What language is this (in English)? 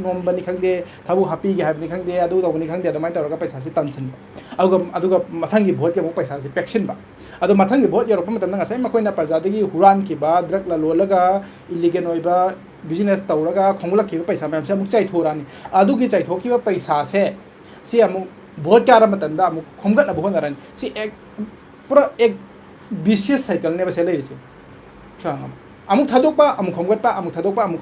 Manipuri